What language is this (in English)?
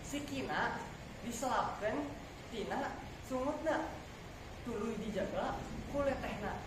Sundanese